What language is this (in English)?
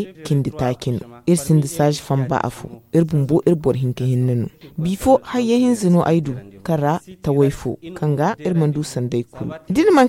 Zarma